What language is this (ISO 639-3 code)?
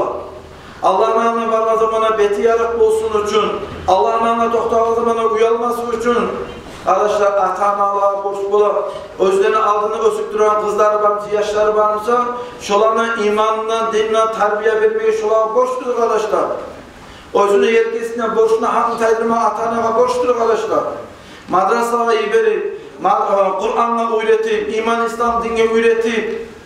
kum